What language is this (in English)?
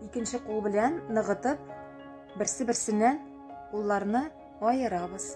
Tatar